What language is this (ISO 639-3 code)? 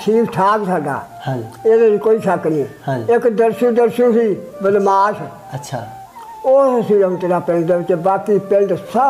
pan